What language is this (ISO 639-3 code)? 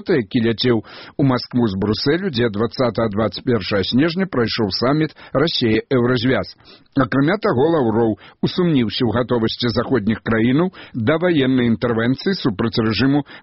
bel